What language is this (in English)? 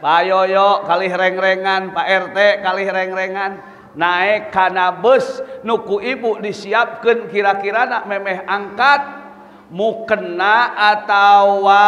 Sundanese